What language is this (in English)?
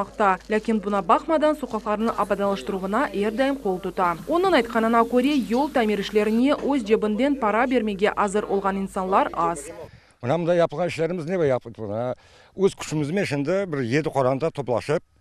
Crimean Tatar